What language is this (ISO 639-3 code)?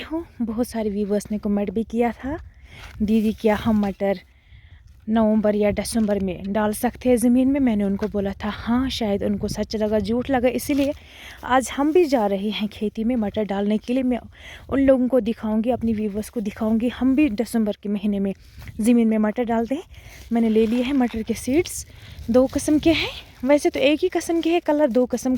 kas